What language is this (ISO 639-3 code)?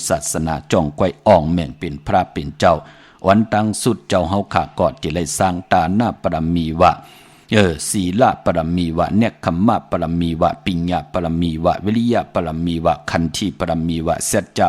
shn